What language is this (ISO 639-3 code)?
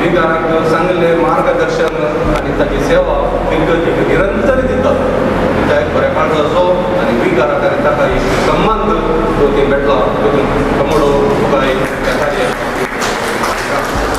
kok